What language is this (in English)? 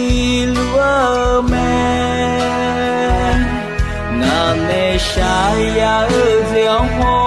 Akha